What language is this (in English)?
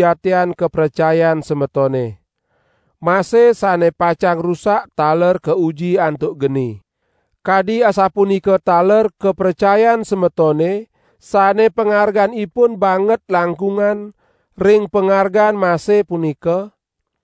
Balinese